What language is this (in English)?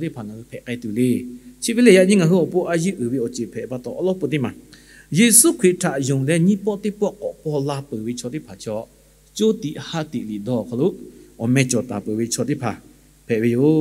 Lahu